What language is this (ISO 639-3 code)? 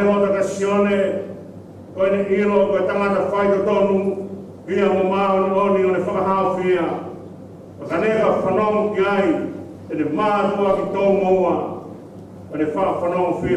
ton